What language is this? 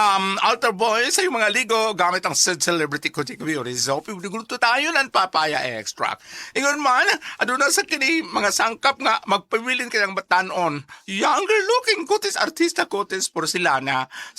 Cebuano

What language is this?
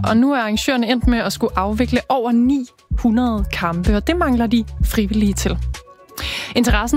Danish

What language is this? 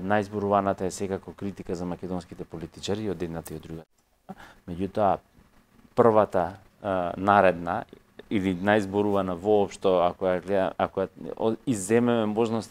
Macedonian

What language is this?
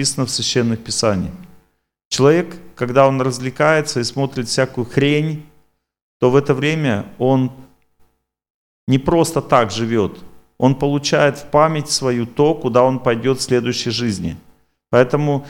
Russian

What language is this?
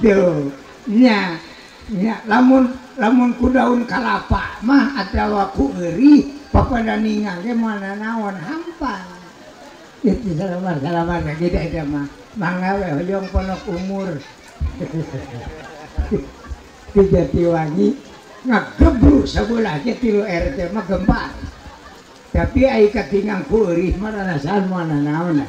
Sundanese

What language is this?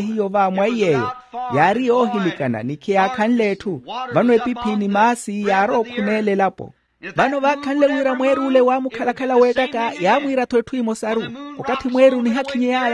Makhuwa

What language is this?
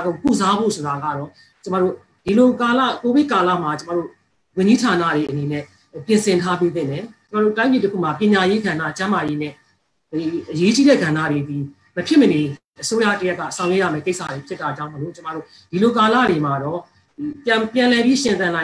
Burmese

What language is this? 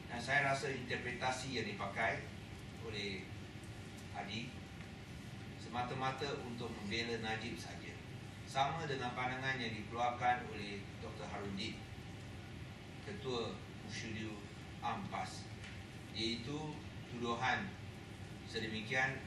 Malay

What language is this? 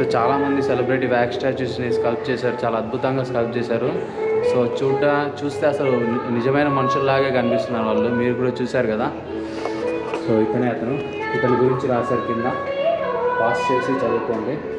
Telugu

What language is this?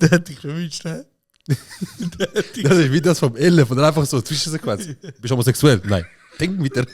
Swiss German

